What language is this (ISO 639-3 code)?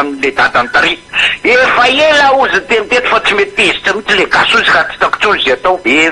mlg